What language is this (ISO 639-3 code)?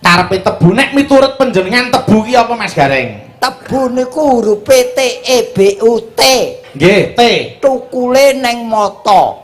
jav